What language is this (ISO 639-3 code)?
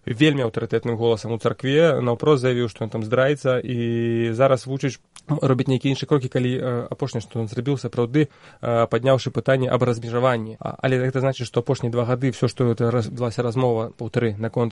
bel